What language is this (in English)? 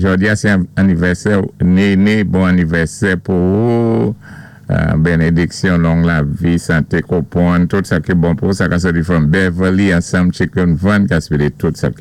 Saint Lucian Creole French